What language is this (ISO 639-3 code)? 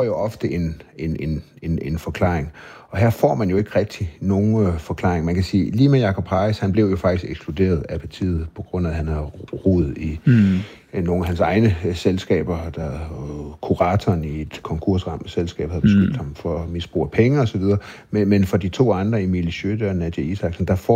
dan